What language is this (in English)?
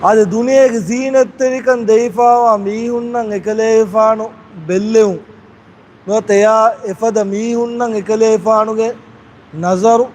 Divehi